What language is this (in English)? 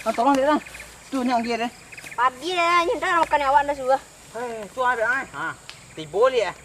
Minangkabau